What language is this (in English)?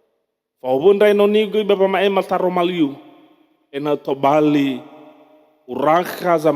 Nias